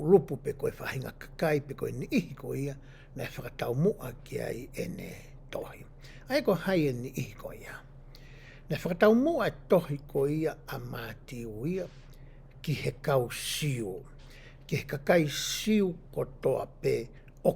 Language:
Tongan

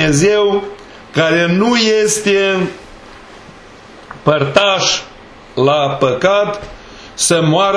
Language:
Romanian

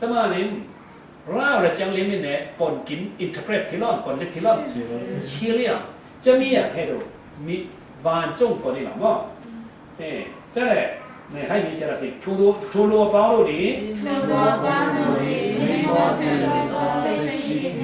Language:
Falam Chin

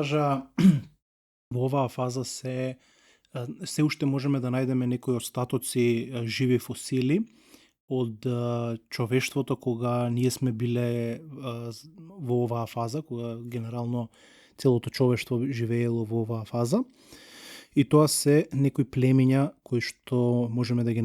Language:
Macedonian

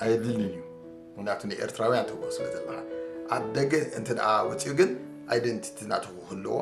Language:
Tigrinya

